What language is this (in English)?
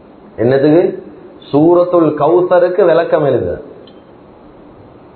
Tamil